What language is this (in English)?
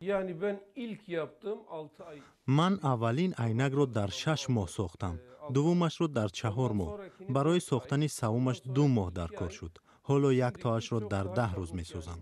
Tajik